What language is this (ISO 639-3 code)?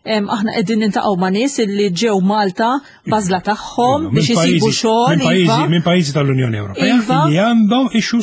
mlt